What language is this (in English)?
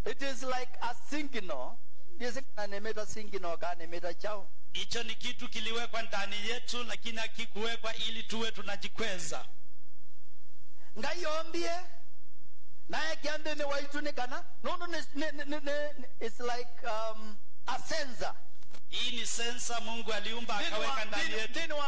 Swahili